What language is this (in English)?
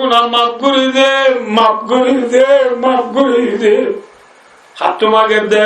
Rohingya